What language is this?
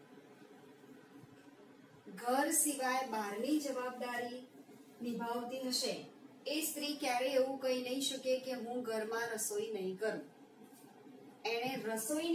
Gujarati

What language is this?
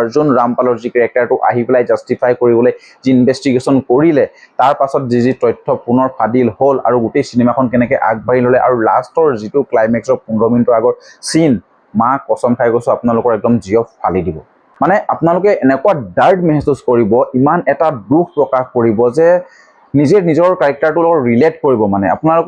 Assamese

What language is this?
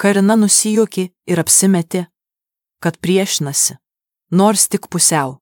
Lithuanian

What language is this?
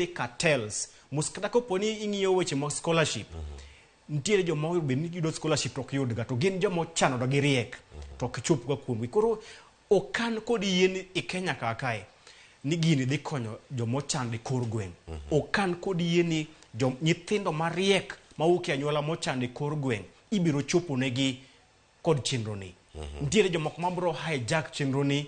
Luo (Kenya and Tanzania)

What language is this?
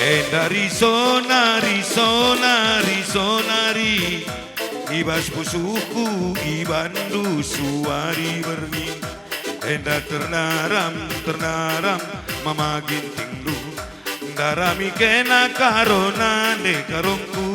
Batak Karo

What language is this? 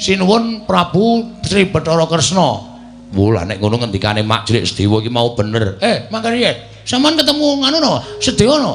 Javanese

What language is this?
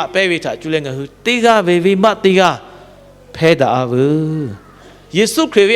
Lahu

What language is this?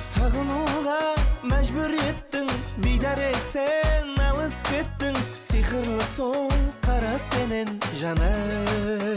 Kara-Kalpak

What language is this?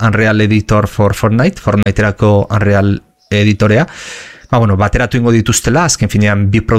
Basque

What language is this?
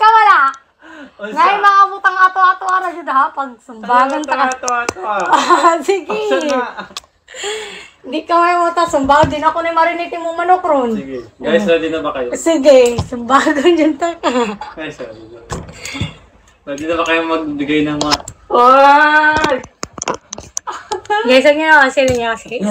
Filipino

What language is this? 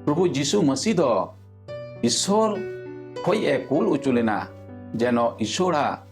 Santali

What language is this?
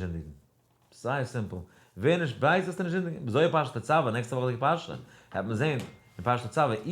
Yiddish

